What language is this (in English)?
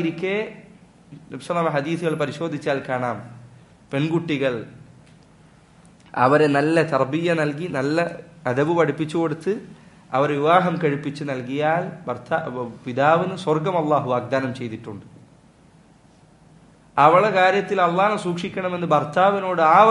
Malayalam